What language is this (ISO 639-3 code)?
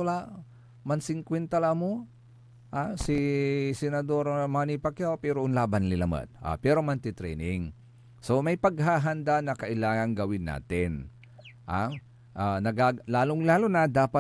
pag